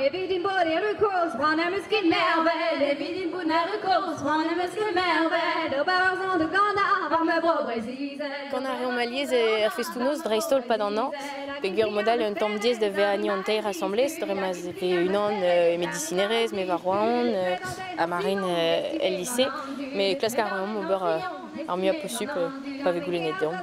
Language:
Breton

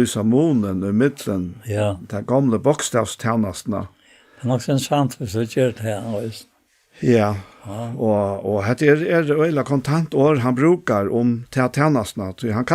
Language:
Faroese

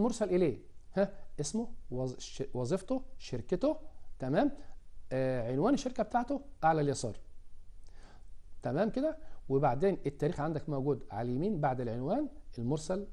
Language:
Egyptian Arabic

